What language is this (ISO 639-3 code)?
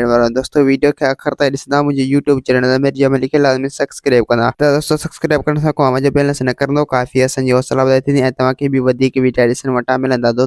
snd